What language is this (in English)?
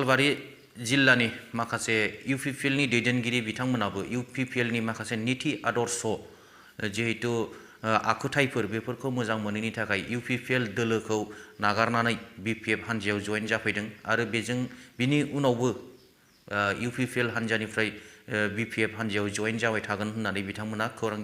Bodo